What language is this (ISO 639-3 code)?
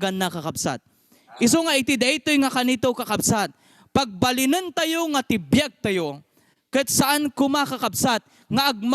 ilo